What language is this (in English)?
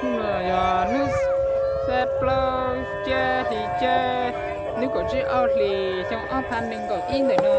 Hmong